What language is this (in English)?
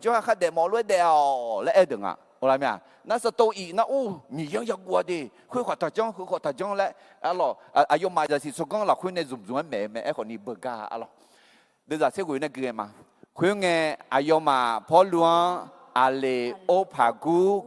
Akha